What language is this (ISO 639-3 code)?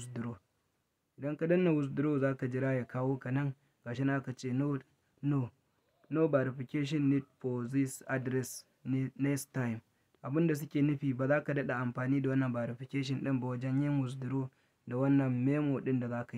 hau